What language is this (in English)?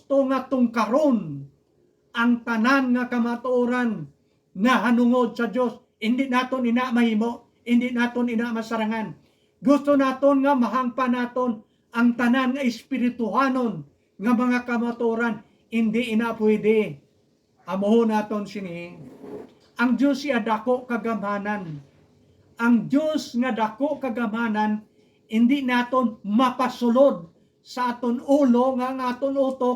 Hiligaynon